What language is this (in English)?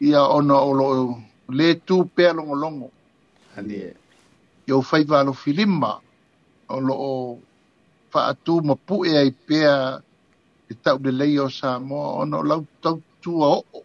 Samoan